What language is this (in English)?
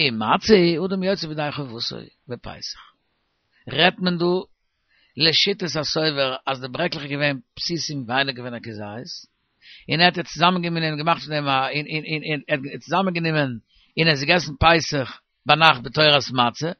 Yiddish